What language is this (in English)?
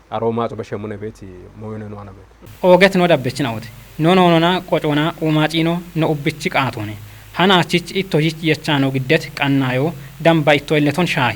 Kafa